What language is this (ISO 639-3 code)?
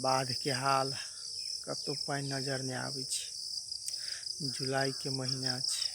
mai